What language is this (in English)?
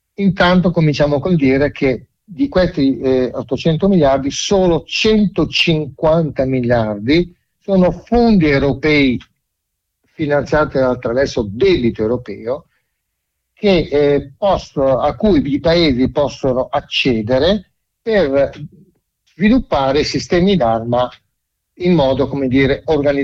Italian